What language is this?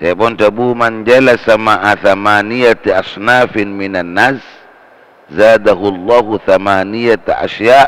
Madurese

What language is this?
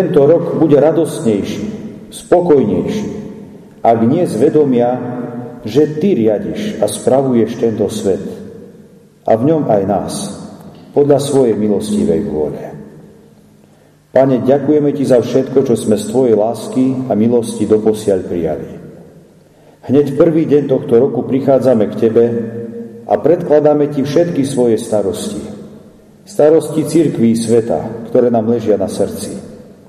Slovak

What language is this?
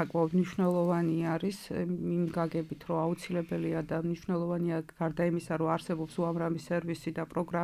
Georgian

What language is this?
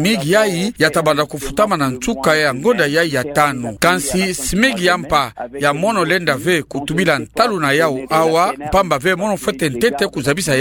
Kituba (Democratic Republic of Congo)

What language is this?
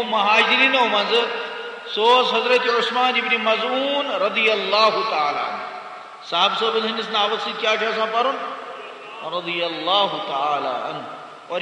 Kashmiri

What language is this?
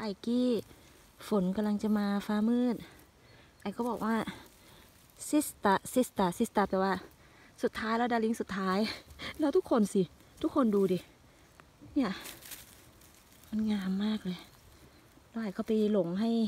Thai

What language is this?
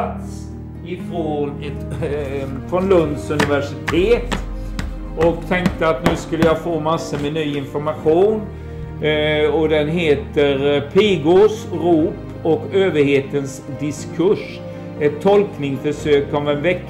Swedish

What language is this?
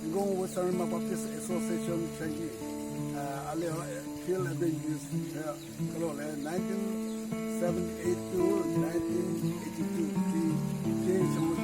Southern Rengma Naga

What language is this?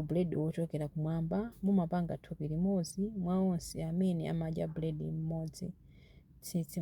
Nyanja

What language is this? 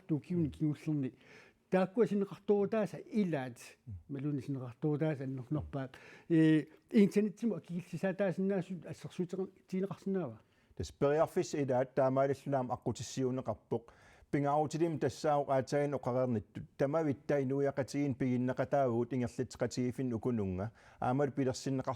Kalaallisut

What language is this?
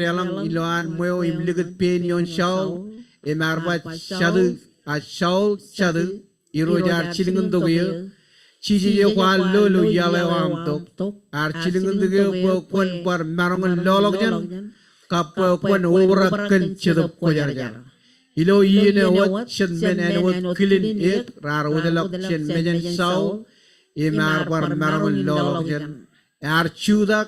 Marshallese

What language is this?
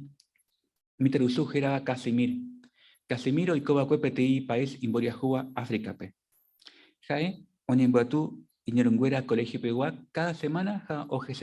Guarani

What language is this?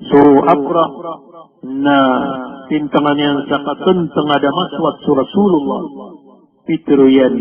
Maranao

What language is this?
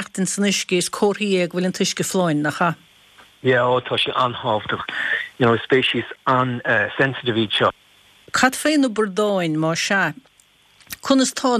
Irish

